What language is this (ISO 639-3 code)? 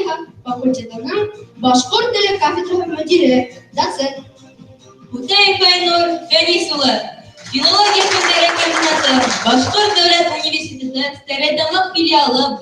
bak